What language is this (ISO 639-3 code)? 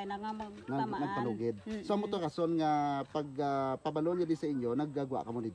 hil